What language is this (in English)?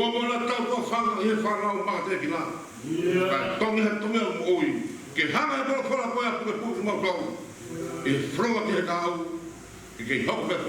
Tongan